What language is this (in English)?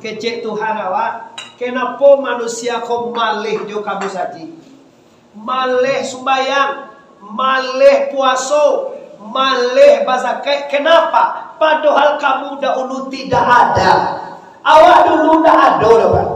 Minangkabau